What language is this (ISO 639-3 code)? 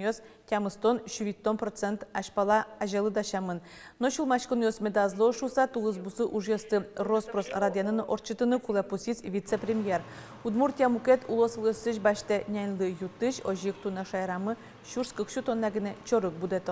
udm